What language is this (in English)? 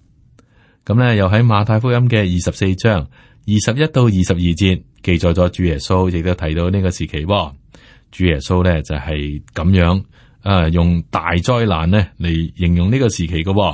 Cantonese